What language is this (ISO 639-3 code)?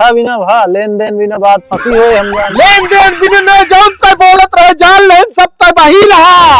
awa